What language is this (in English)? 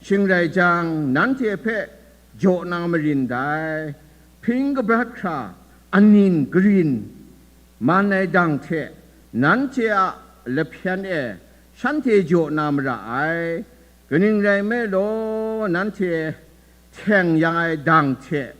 Kachin